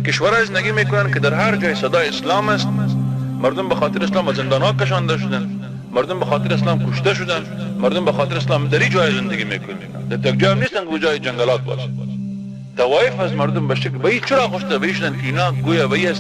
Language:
Persian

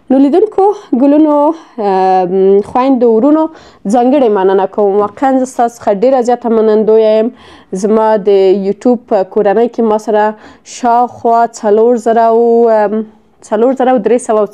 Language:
Pashto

